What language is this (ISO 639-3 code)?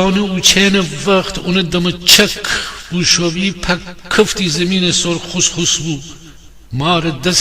glk